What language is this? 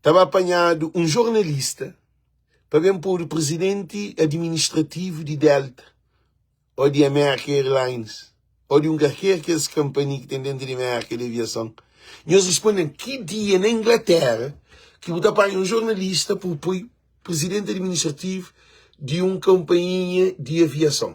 Kabuverdianu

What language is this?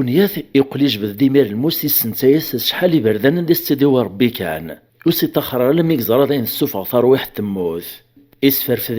Kabyle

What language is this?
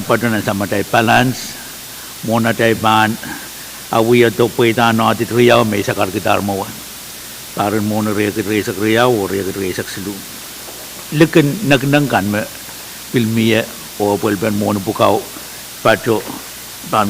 Pohnpeian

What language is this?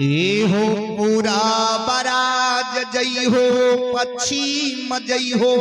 Maithili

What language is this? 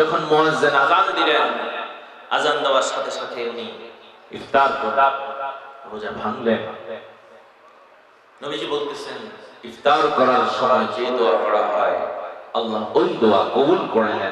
Bangla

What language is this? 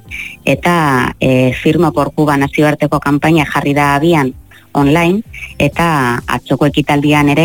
Basque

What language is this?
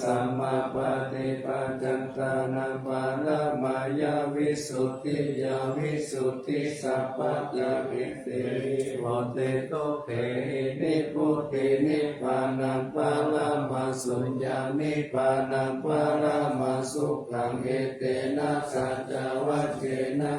Pali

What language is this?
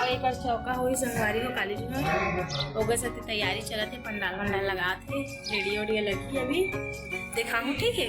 Chhattisgarhi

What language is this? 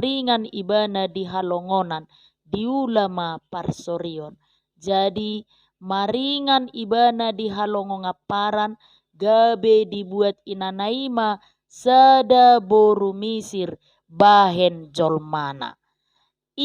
Batak Toba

